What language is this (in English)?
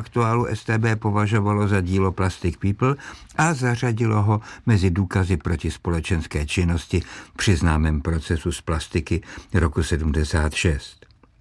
Czech